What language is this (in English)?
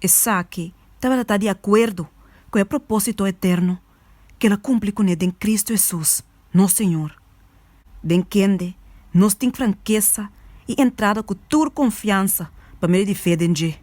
Papiamento